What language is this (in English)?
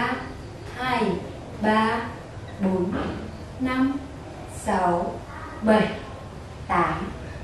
Vietnamese